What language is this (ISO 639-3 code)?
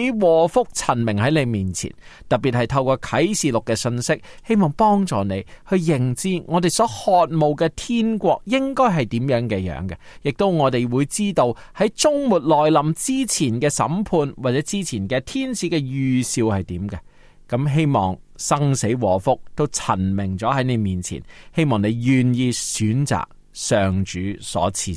yue